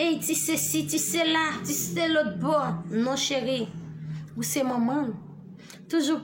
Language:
Haitian Creole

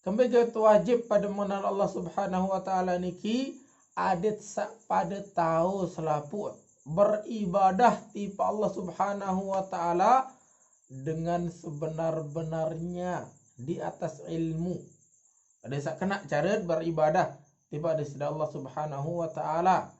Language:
Sasak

